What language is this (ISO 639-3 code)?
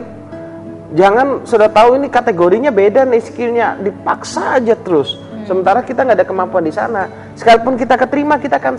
ind